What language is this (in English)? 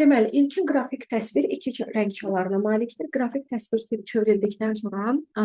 Azerbaijani